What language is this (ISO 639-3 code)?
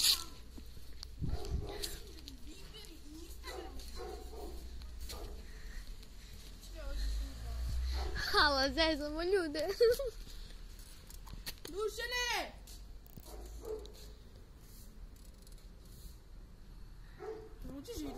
hrv